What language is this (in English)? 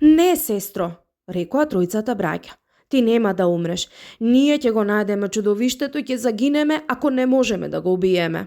Macedonian